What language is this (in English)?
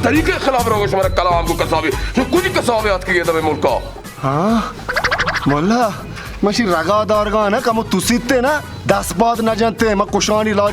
Baluchi